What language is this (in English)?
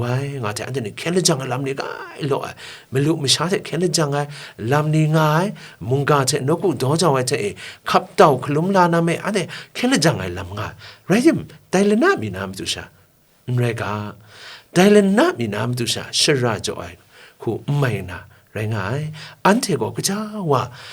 Kachin